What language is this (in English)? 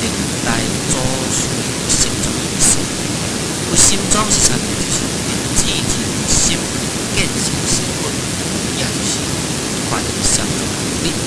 Min Nan Chinese